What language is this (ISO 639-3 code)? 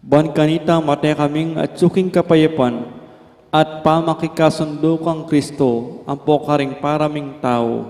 pam